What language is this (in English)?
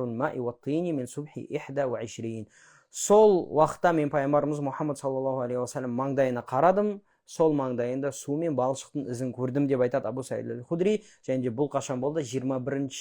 Kazakh